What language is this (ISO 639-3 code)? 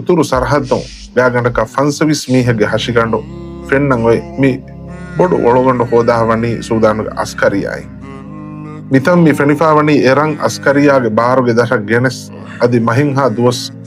div